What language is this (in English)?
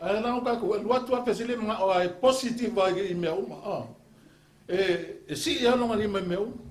Samoan